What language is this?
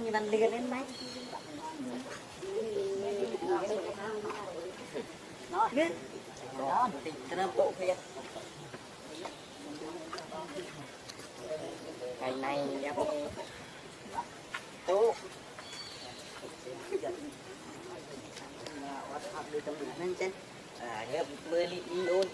Vietnamese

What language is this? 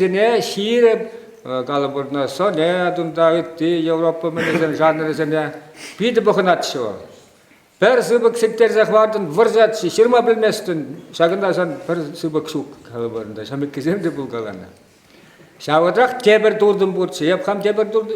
Chuvash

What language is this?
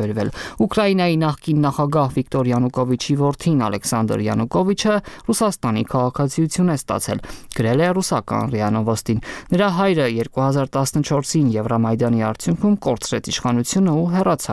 Armenian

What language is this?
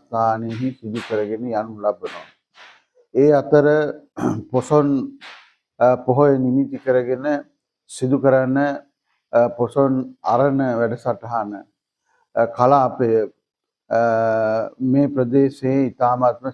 Sinhala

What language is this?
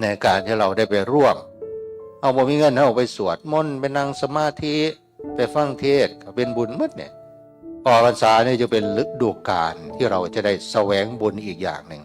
Northeastern Thai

